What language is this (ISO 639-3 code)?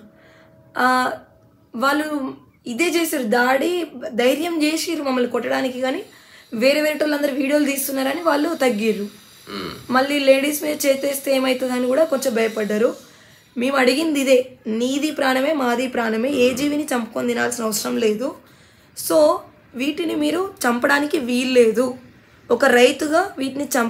tel